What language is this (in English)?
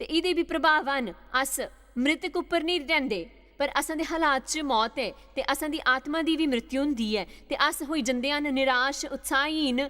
Dogri